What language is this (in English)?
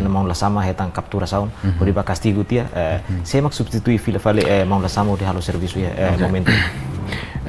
Tetum